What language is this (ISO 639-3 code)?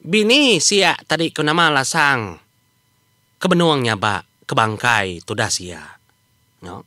iba